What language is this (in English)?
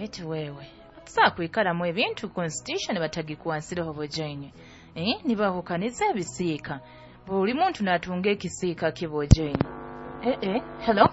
Nyoro